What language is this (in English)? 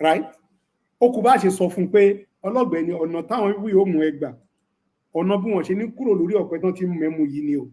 Yoruba